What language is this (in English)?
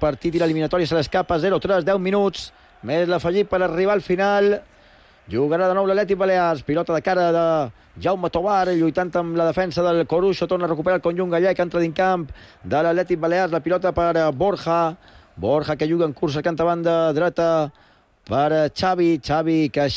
Catalan